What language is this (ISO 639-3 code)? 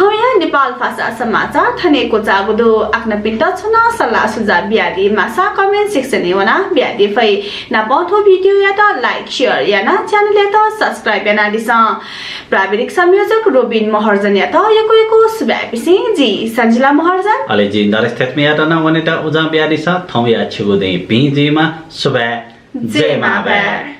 new